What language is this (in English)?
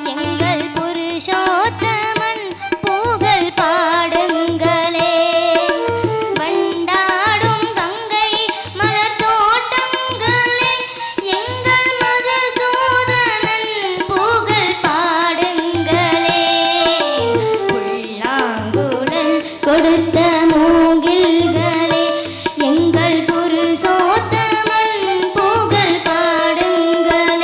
Tamil